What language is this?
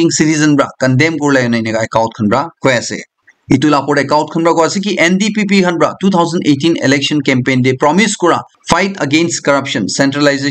Naga Pidgin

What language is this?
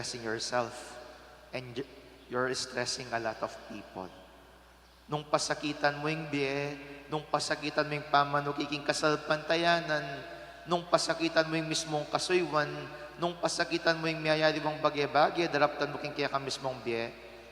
Pampanga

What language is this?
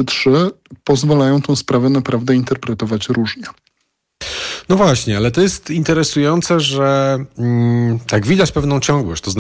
Polish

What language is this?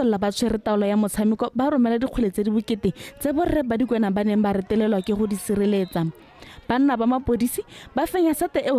Tswana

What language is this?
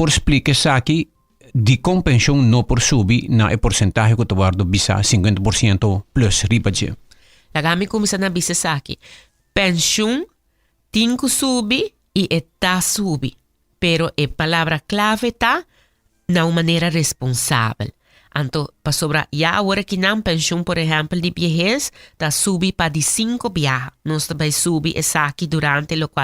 Papiamento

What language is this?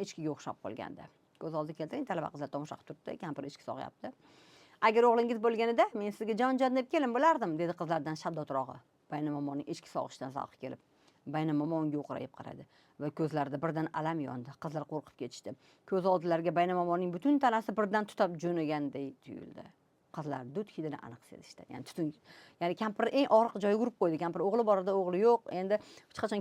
Uzbek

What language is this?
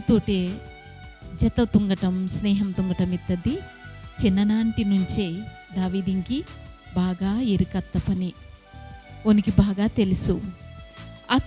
Koya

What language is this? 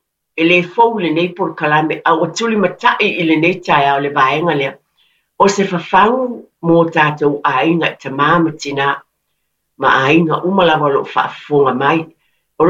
Samoan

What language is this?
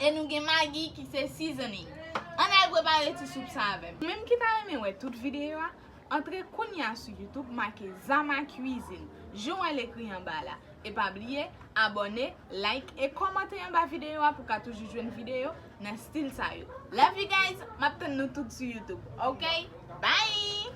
Haitian Creole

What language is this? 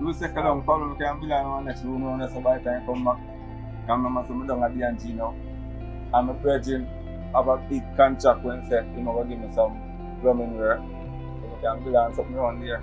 Jamaican Creole English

